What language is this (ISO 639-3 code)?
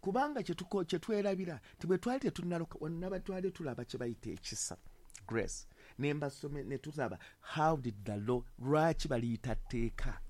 lug